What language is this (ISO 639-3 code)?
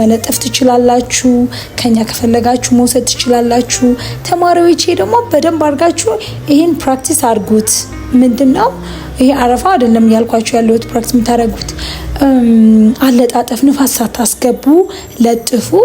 amh